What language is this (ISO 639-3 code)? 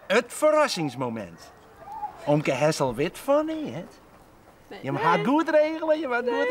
fry